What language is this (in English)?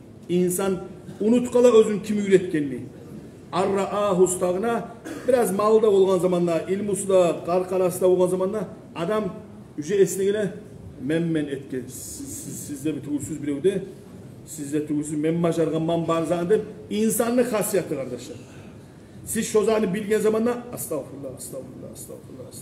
Kumyk